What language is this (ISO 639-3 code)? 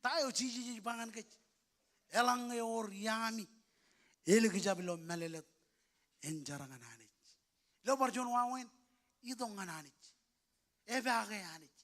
mah